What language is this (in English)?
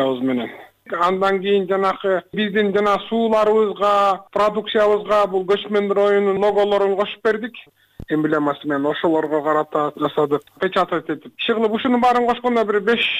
Kyrgyz